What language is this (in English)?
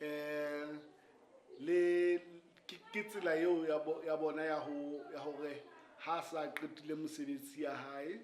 Southern Sotho